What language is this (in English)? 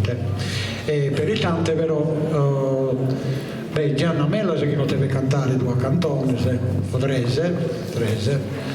Sardinian